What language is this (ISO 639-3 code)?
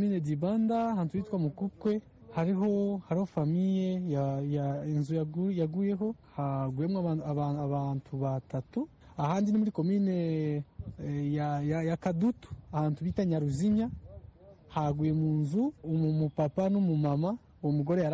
run